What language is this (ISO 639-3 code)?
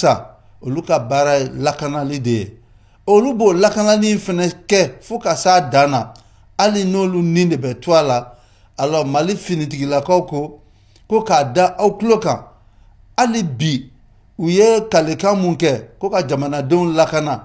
bam